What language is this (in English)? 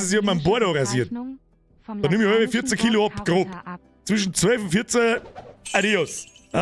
Bavarian